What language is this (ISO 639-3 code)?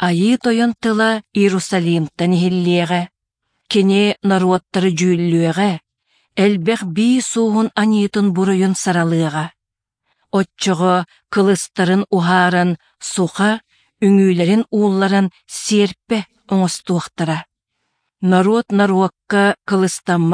sah